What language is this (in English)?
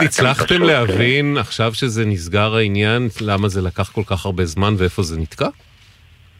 Hebrew